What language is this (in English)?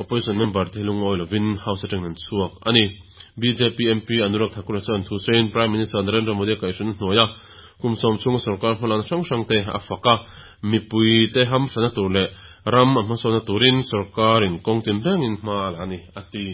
Mizo